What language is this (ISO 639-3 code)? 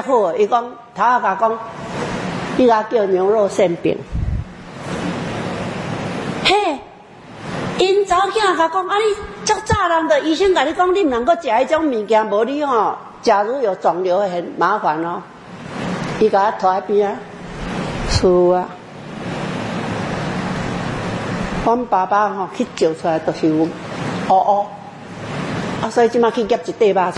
nan